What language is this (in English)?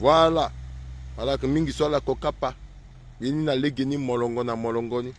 Sango